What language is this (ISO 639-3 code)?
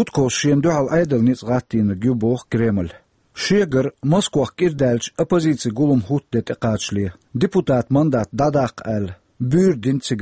che